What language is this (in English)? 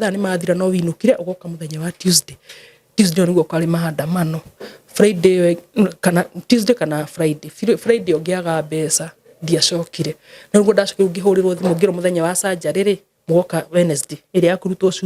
Kikuyu